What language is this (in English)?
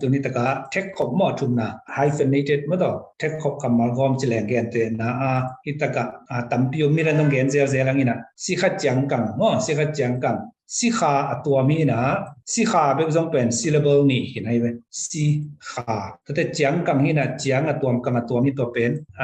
Tedim Chin